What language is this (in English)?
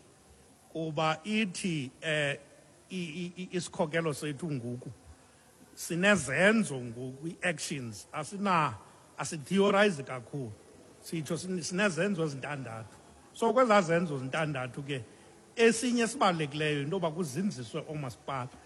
Xhosa